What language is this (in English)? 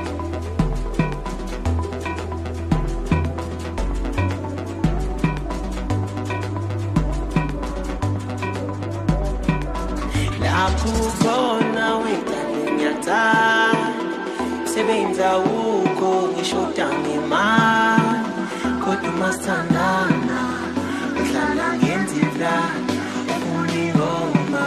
Zulu